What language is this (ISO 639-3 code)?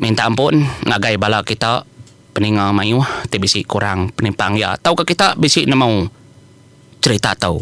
iba